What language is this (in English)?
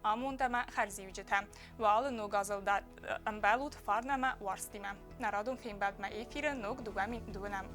Ossetic